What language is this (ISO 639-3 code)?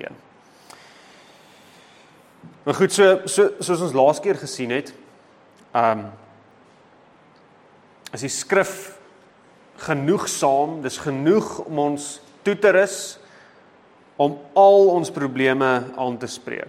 afr